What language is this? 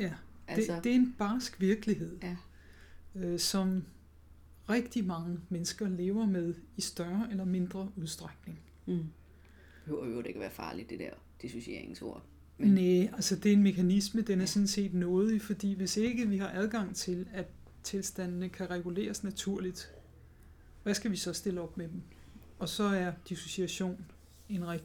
Danish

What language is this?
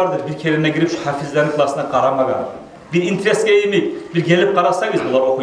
Kumyk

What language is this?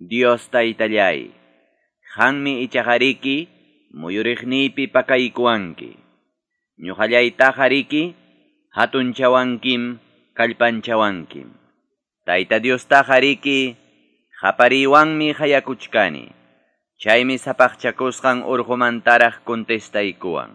Quechua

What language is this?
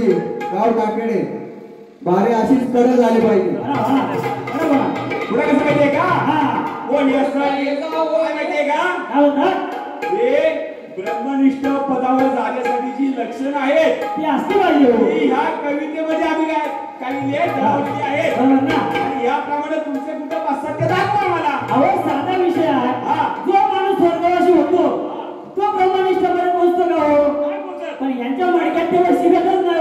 Marathi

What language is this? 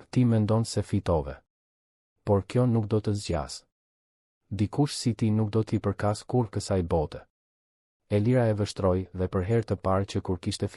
Albanian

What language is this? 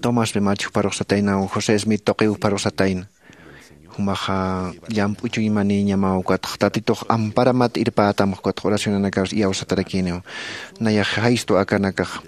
Aymara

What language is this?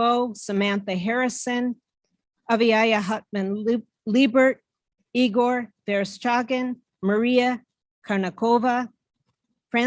Inuktitut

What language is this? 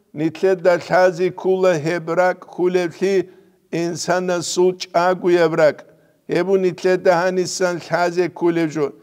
Avaric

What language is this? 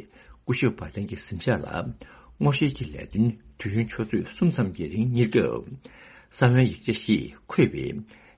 Tibetan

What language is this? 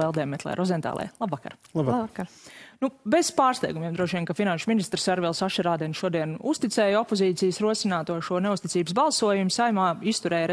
Latvian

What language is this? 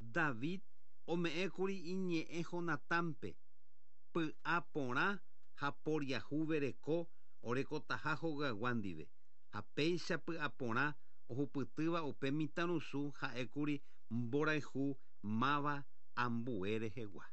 Guarani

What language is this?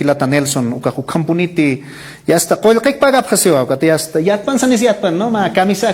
Aymara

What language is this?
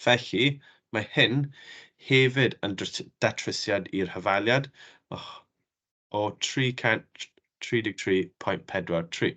Welsh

